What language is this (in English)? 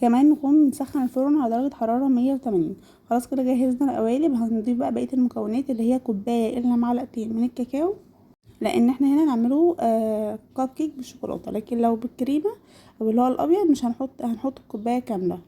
Egyptian Arabic